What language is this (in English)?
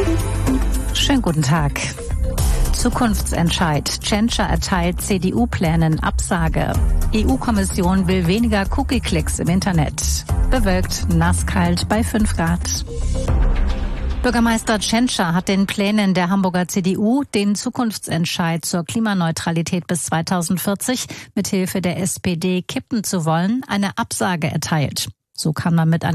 German